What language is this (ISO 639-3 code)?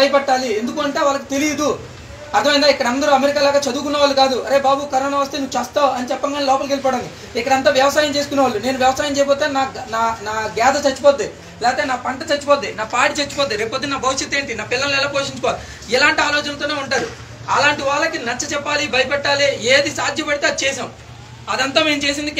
tel